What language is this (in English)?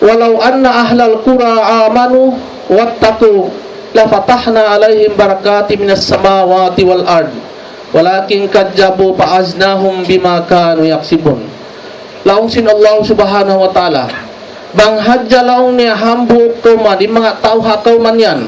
Tausug